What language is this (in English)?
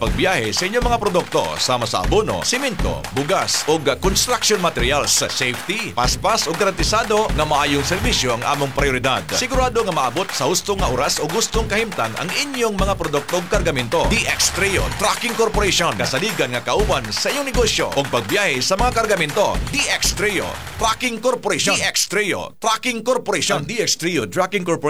Cebuano